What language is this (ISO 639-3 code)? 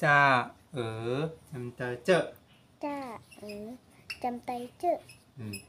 shn